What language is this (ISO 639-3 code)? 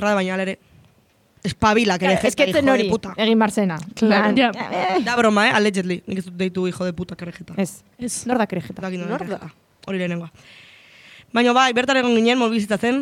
eus